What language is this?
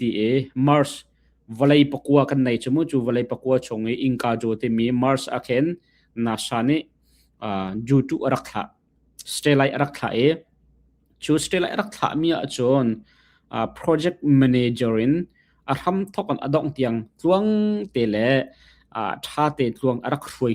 Hakha Chin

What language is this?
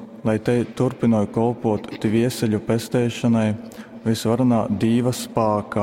Latgalian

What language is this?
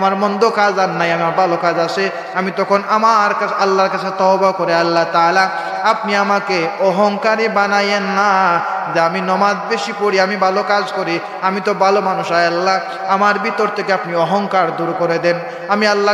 Sylheti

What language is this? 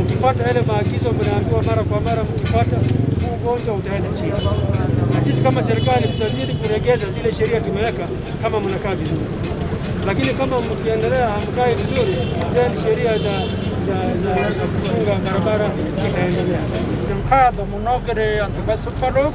Meru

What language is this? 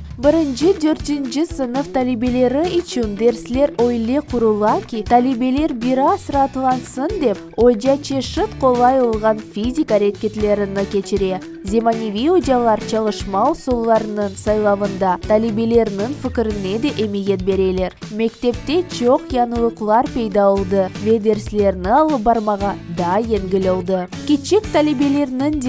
Crimean Tatar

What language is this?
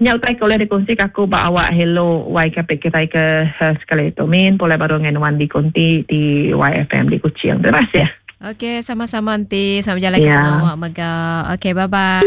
Iban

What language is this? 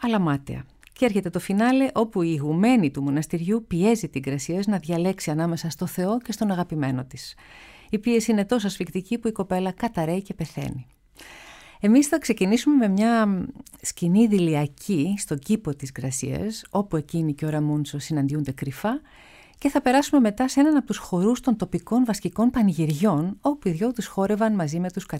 Greek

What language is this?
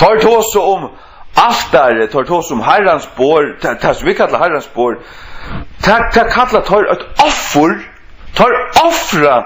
Faroese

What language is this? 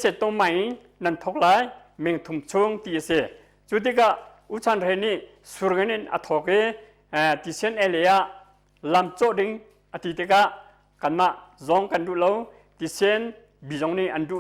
Hakha Chin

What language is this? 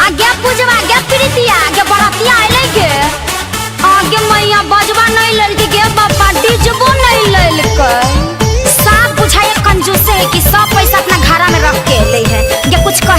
Magahi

